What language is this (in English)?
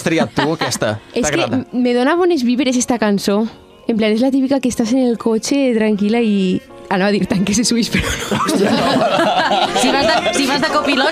Catalan